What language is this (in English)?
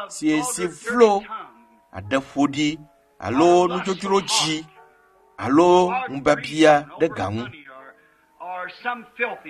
Ewe